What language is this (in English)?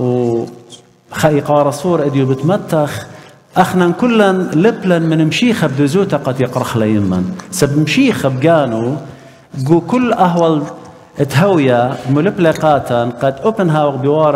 Assyrian Neo-Aramaic